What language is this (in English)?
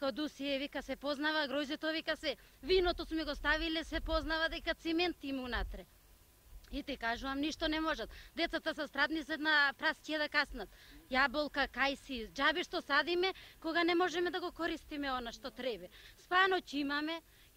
Macedonian